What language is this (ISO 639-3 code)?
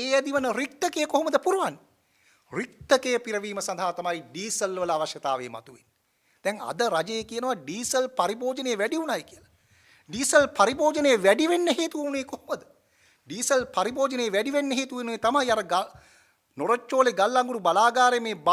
sin